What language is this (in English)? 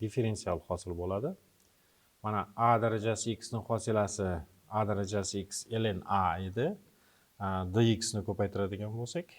Uzbek